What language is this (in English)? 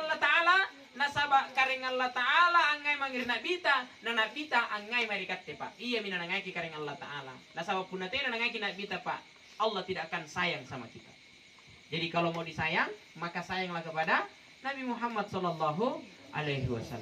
Makasar